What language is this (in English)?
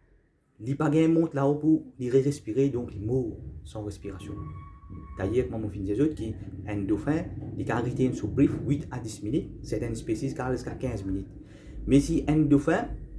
Morisyen